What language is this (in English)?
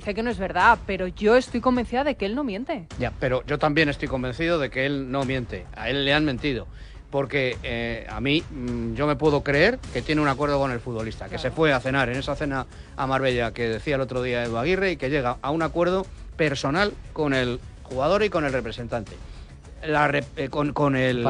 Spanish